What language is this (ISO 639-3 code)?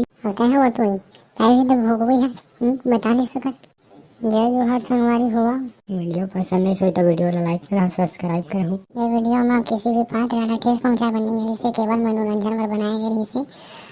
hne